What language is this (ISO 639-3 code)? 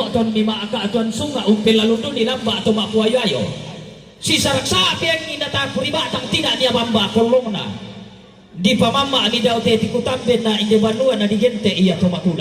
sda